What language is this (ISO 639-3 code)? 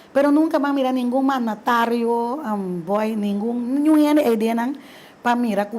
pap